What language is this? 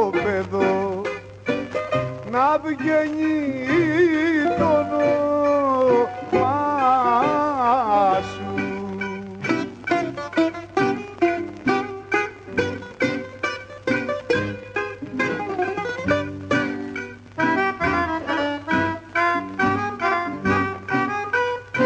Greek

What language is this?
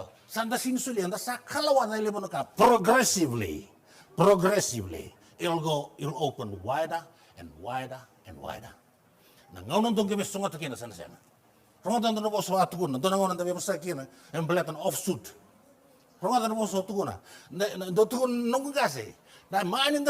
Fijian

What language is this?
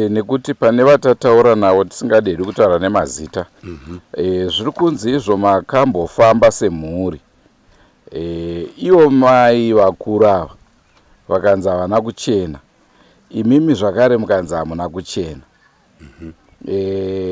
Shona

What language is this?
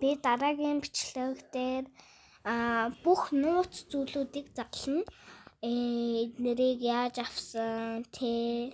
Mongolian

